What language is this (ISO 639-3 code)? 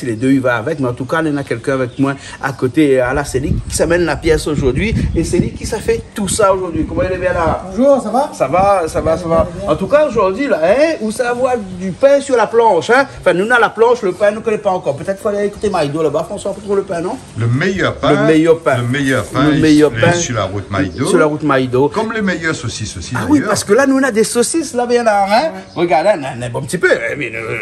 rcf